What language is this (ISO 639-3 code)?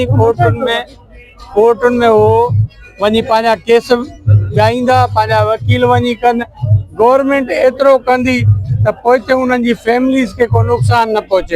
snd